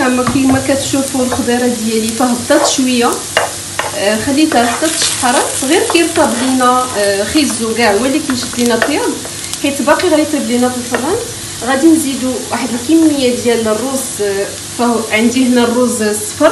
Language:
Moroccan Arabic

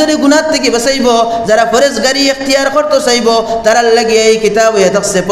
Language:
Sylheti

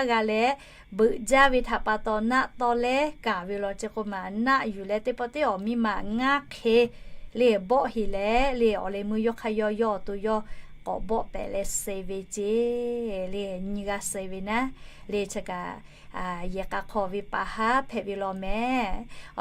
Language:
Lahu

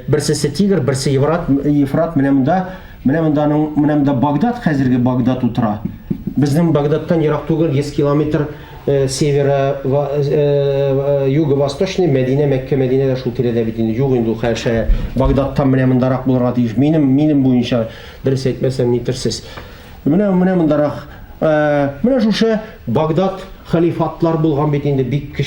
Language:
Tatar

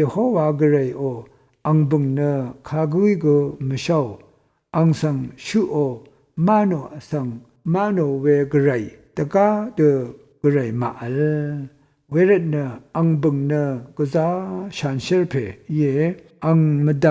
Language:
Rawang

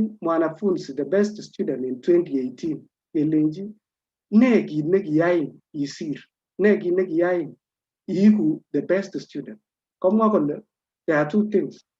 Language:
Kalenjin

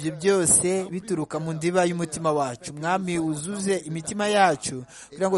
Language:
Kinyarwanda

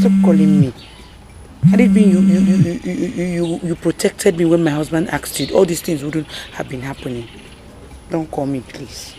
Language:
Nigerian Pidgin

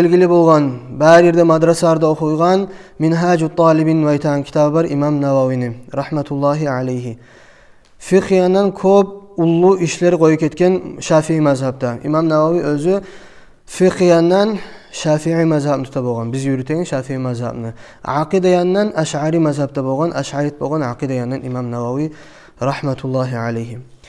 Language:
Kumyk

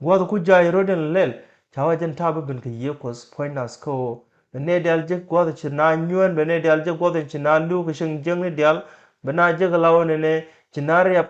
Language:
Nuer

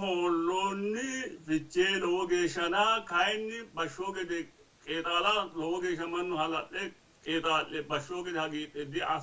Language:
Sidamo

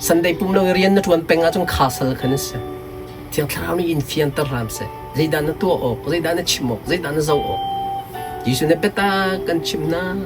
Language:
Hakha Chin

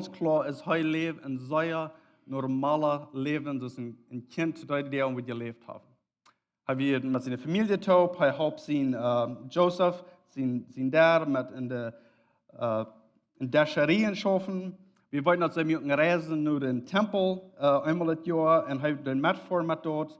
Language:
Plautdietsch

